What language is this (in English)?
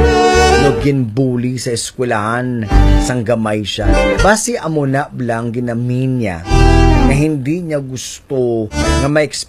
Hiligaynon